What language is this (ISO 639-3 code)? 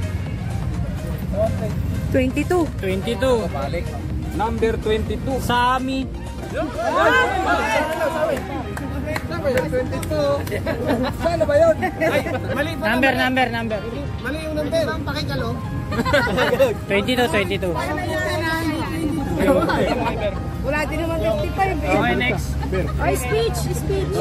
fil